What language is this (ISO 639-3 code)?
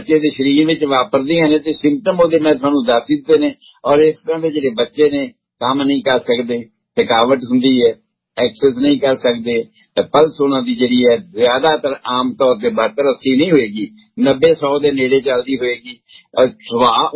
pan